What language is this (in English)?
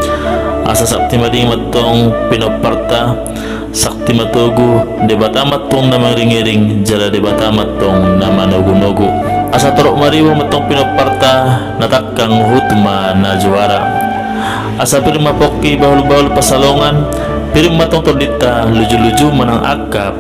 Batak Toba